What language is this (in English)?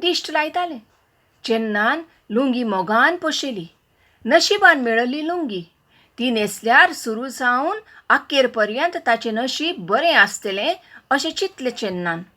Konkani